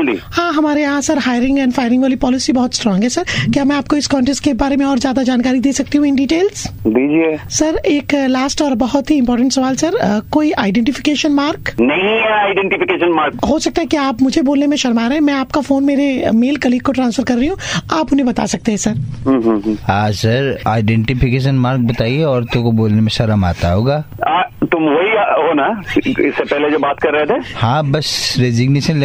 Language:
Hindi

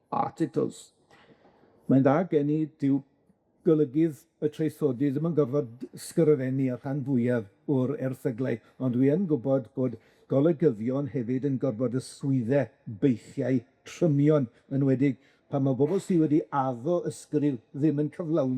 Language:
Welsh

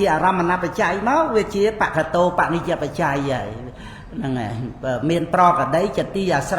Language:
Khmer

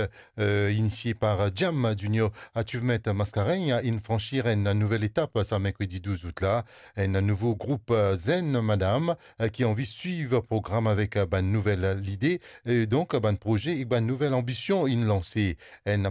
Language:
Morisyen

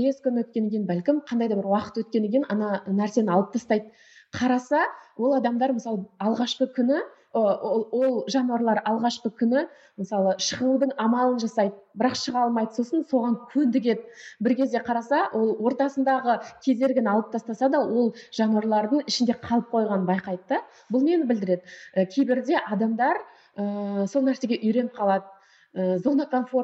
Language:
Kazakh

